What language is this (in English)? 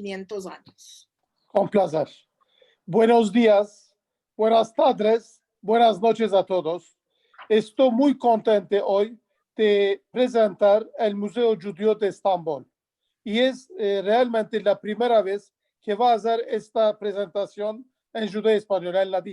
Ladino